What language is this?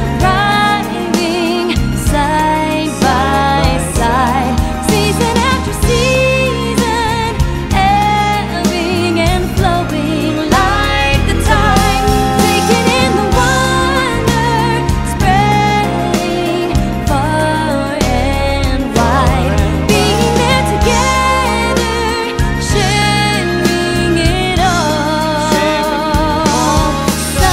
English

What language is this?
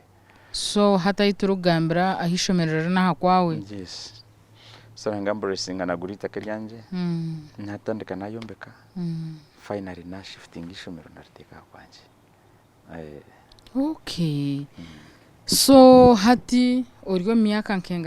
Nyankole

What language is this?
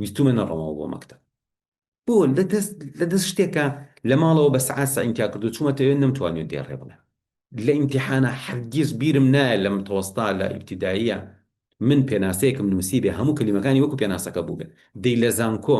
Central Kurdish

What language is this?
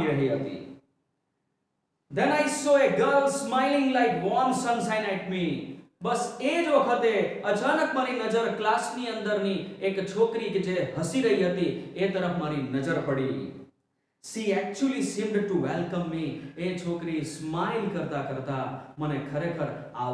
Gujarati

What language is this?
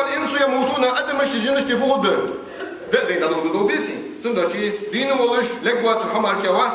Ingush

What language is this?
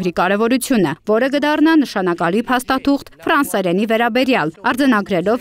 Armenian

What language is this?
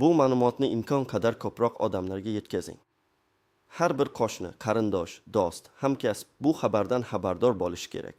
Uzbek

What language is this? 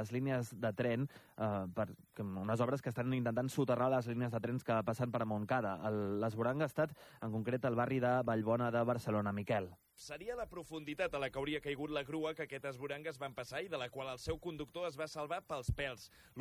Catalan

